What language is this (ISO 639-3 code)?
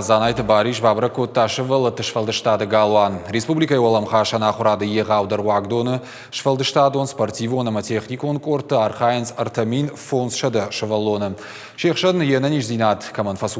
oss